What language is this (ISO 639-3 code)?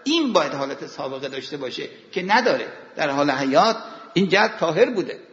fas